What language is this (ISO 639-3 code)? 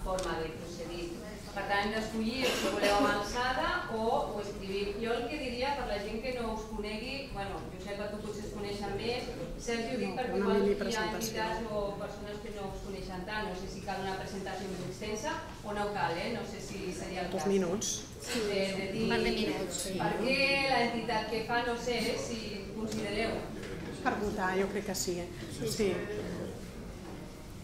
cat